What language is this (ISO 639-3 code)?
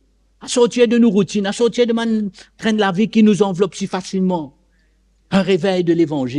mfe